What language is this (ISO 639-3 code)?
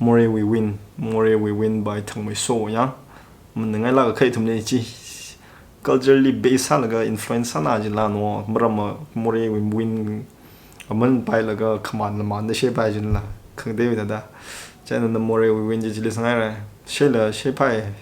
nmf